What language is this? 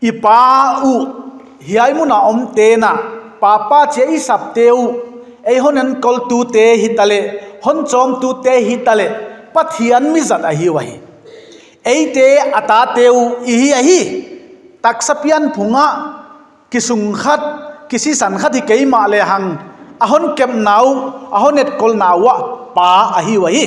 Paite Chin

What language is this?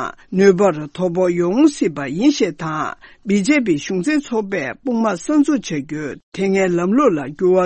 Tibetan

